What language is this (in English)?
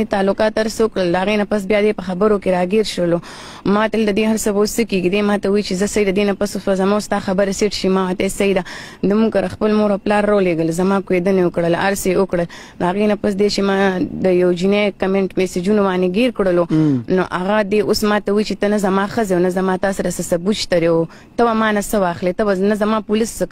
Pashto